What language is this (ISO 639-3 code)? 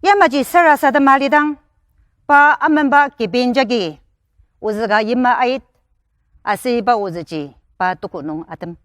njo